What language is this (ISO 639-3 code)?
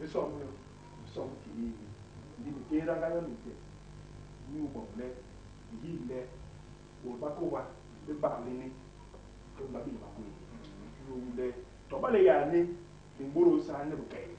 bas